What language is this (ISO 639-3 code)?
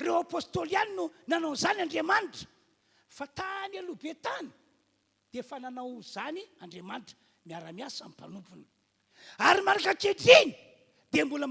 mlg